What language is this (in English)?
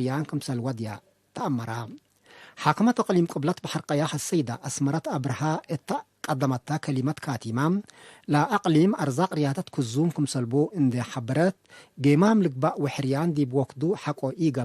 Tigre